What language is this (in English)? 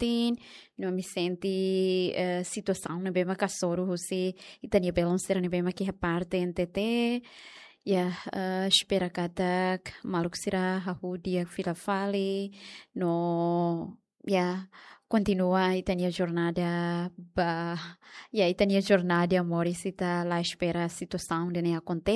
Tetum